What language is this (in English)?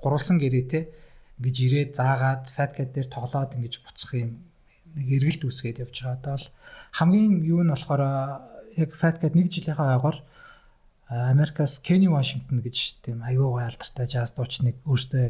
Mongolian